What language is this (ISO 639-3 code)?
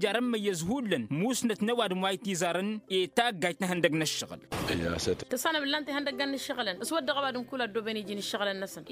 taq